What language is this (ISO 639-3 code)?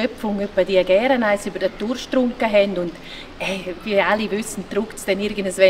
gsw